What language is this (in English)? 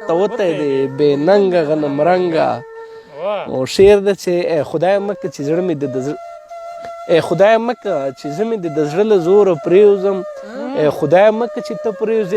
Pashto